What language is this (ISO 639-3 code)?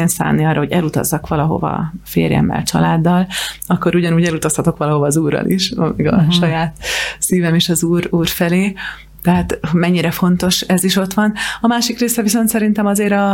hun